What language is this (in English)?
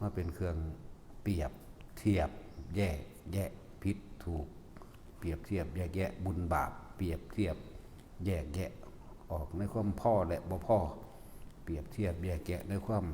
Northeastern Thai